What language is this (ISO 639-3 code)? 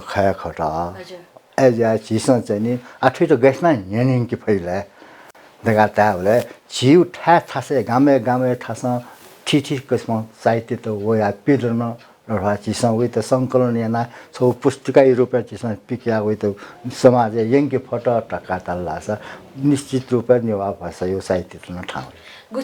new